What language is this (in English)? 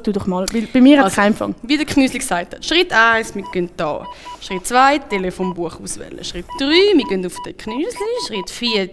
Swiss German